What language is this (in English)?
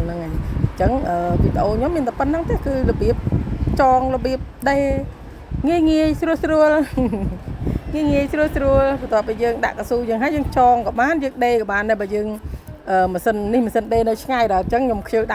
Khmer